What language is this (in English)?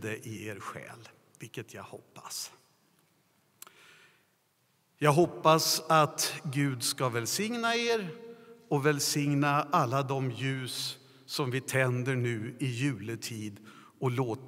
Swedish